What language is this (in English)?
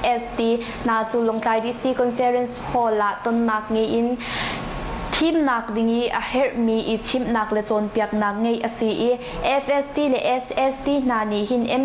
Hakha Chin